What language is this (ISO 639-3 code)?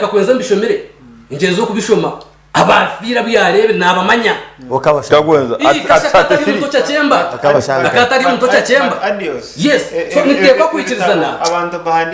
nyn